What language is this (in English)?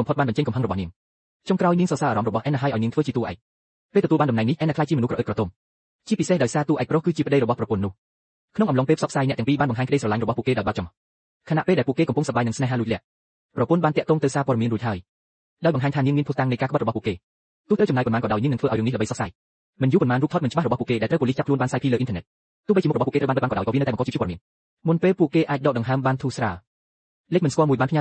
Khmer